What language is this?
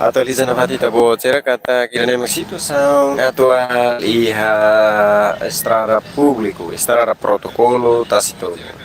Tetum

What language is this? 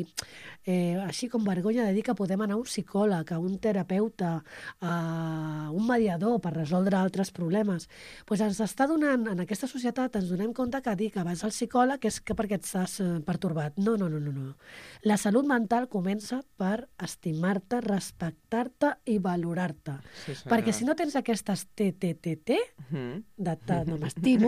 Catalan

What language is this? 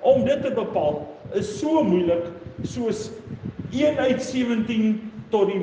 Afrikaans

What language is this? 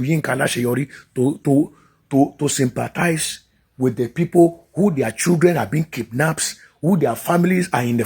Yoruba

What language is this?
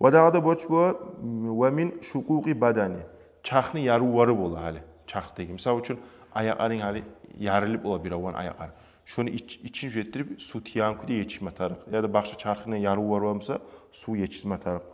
Kumyk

